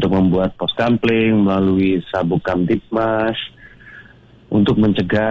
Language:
Indonesian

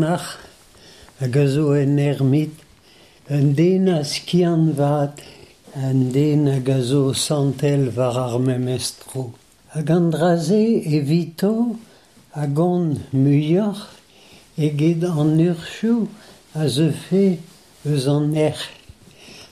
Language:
Breton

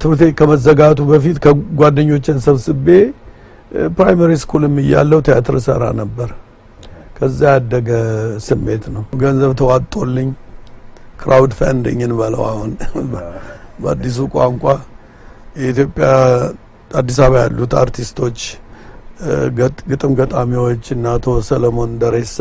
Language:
Amharic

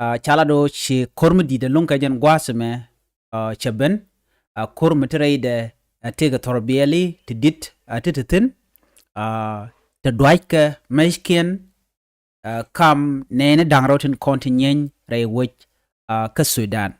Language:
Nuer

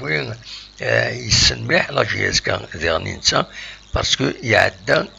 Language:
Kabyle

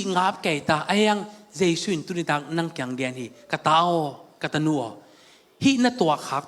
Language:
Tedim Chin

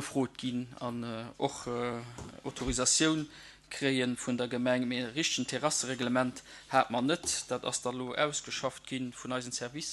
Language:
Luxembourgish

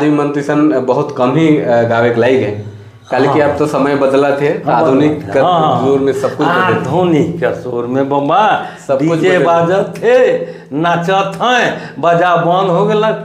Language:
Sadri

